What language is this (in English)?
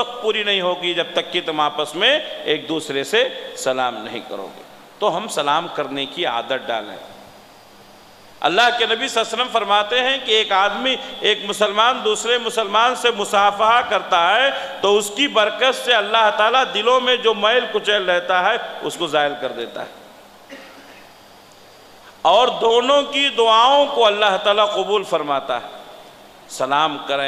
Urdu